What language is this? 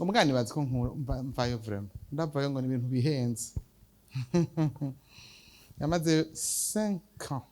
Rundi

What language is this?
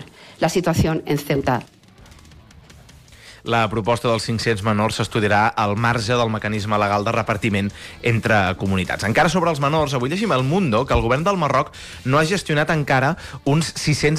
Catalan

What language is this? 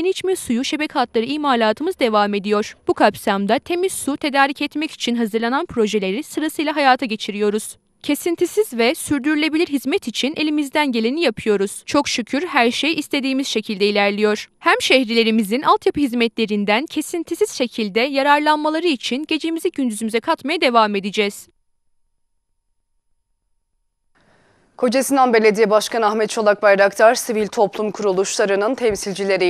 Turkish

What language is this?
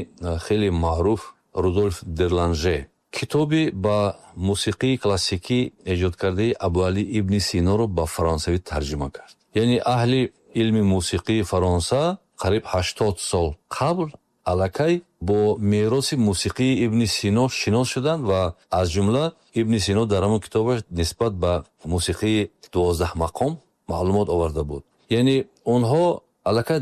Tajik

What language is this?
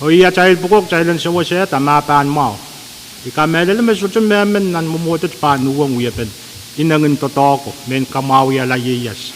Pohnpeian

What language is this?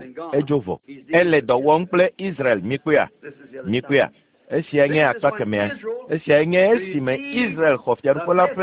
Ewe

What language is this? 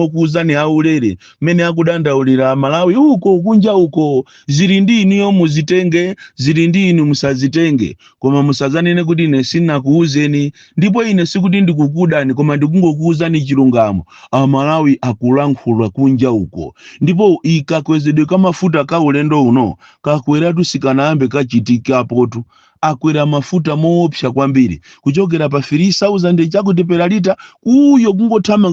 Nyanja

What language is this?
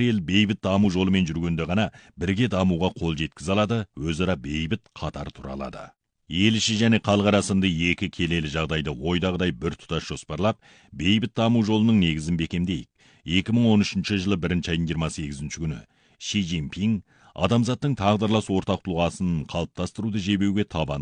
Kazakh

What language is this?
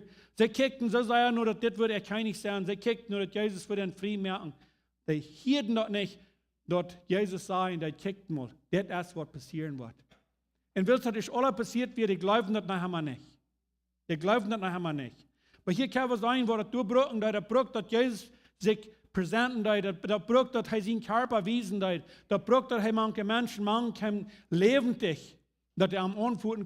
Plautdietsch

